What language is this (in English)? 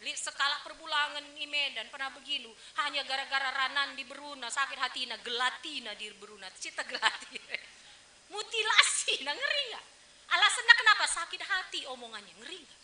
Batak Karo